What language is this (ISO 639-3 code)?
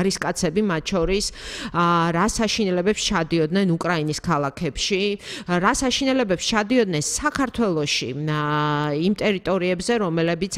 kat